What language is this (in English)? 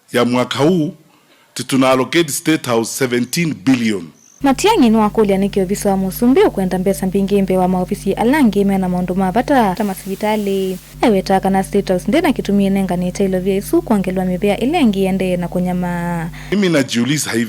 Kamba